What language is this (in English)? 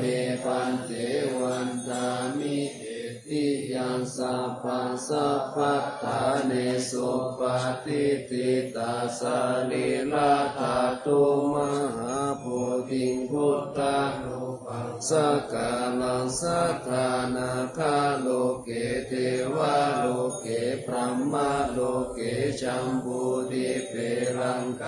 Pali